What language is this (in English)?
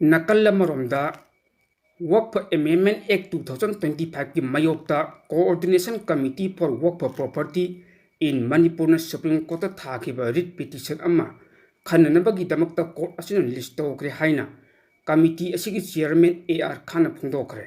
Manipuri